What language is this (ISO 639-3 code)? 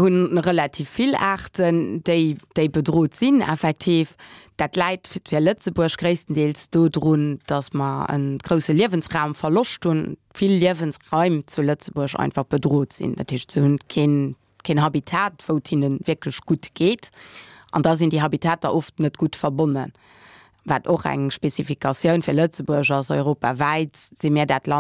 ltz